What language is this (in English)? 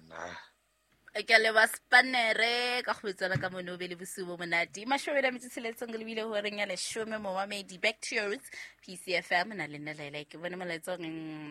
Southern Sotho